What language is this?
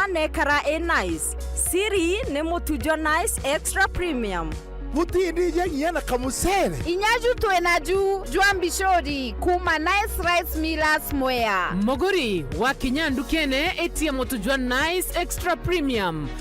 Meru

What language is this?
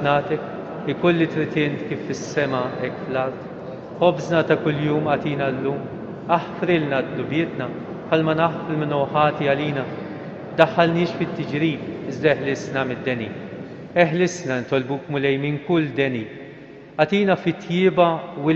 Maltese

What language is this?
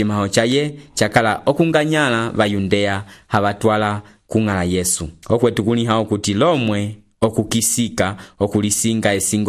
Umbundu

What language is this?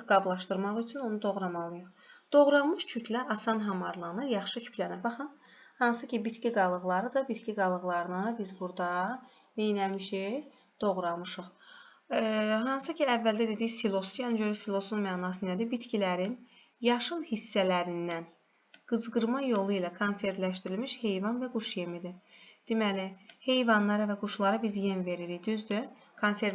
Azerbaijani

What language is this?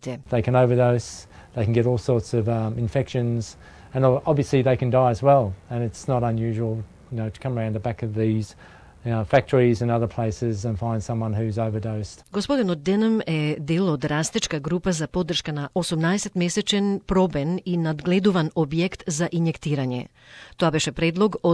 Macedonian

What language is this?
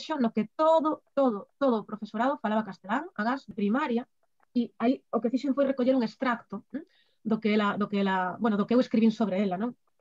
Galician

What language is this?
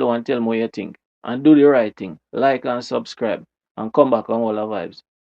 Jamaican Creole English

